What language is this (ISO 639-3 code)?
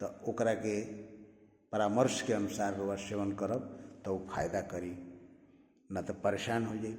bho